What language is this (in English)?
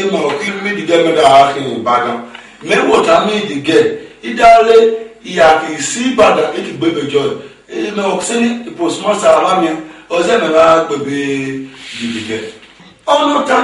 Esan